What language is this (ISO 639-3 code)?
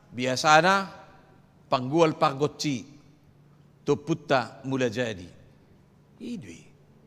bbc